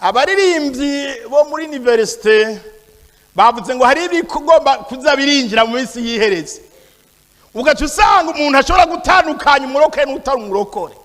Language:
Rundi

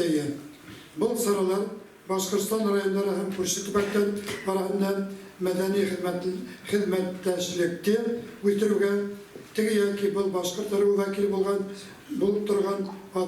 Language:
Bashkir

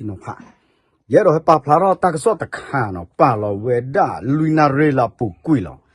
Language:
S'gaw Karen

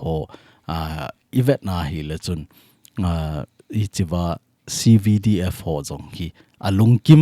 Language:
Thado Chin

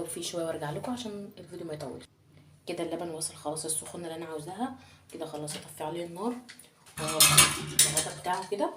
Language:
Egyptian Arabic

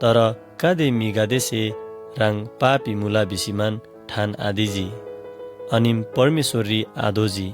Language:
Eastern Tamang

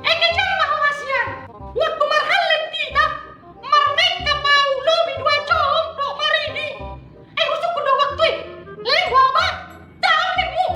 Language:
Batak Toba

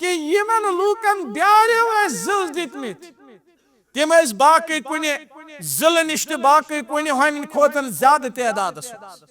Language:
Kashmiri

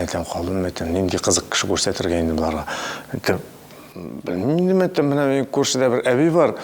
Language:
Tatar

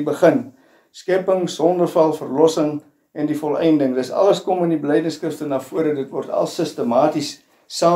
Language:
Afrikaans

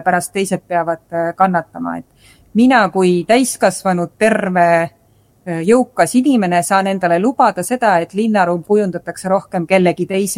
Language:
Estonian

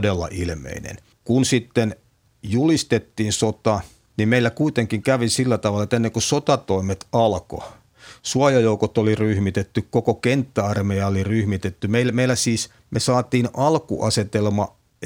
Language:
Finnish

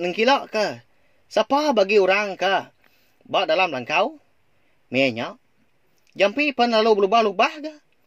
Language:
Iban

